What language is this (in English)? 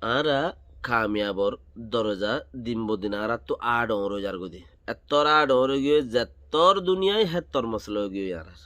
Rohingya